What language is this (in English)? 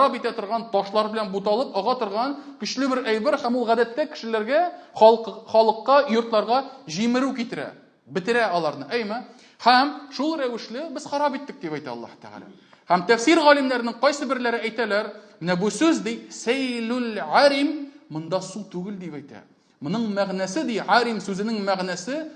Tatar